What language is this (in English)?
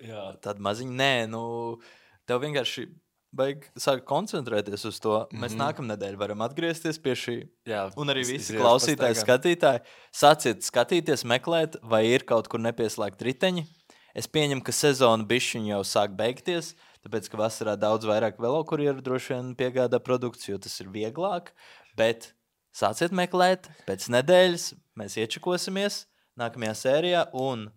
Latvian